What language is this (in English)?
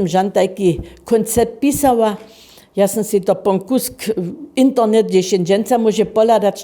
Upper Sorbian